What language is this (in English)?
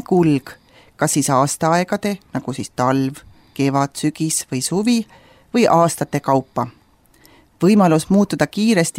Estonian